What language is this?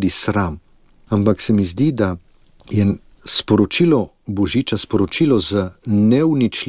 Slovenian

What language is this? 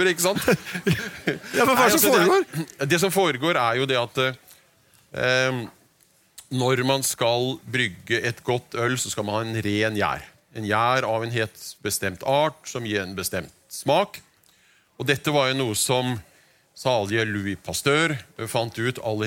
Norwegian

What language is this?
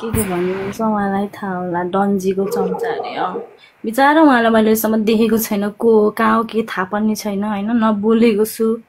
Nepali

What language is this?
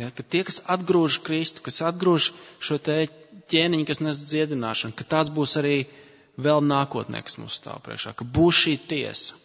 Latvian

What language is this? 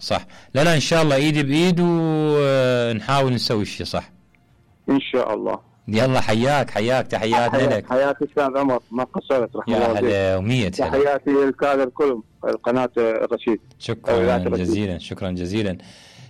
Mesopotamian Arabic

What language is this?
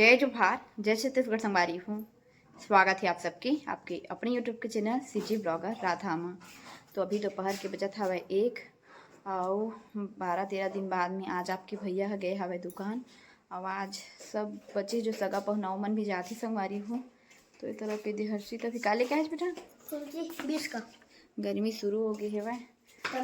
Chhattisgarhi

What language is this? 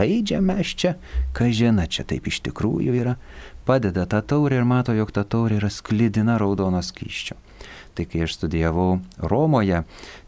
Lithuanian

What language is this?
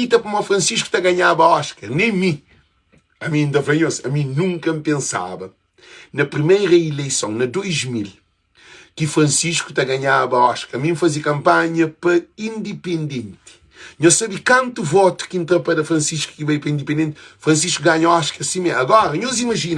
Kabuverdianu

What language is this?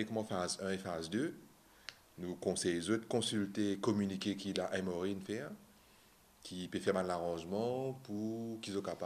Morisyen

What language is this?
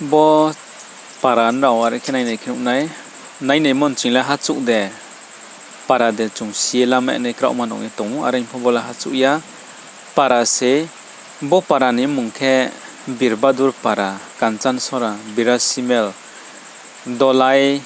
Riang (India)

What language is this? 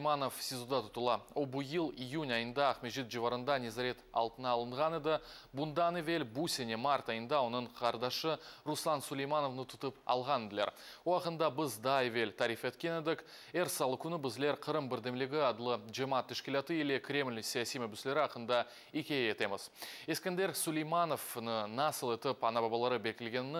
Crimean Tatar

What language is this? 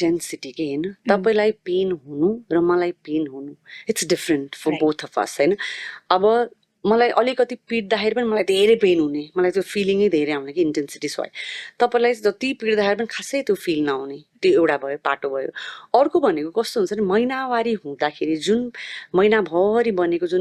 Nepali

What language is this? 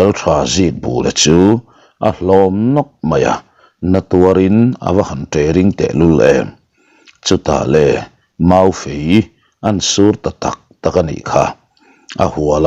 Mizo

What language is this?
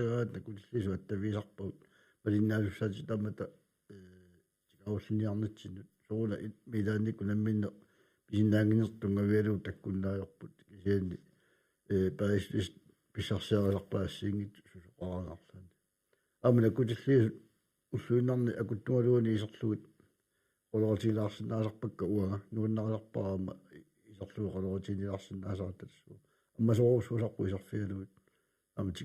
Kalaallisut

